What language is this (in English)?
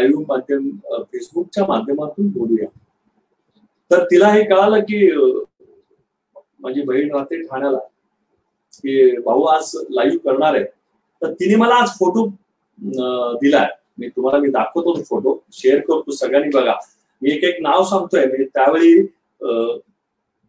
Marathi